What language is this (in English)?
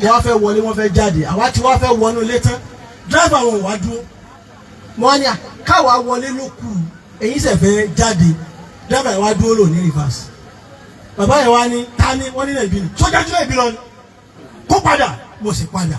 Yoruba